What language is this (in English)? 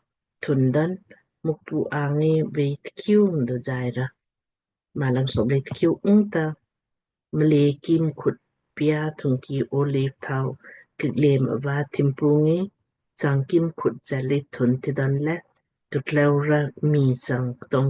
Lamkang